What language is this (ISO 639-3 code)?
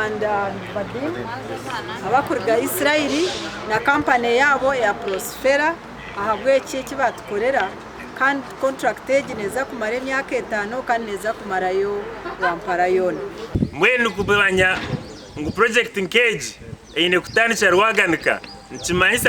nyn